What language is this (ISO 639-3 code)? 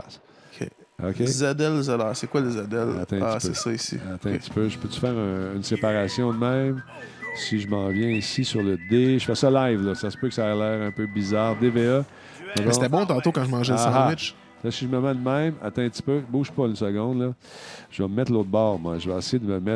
fra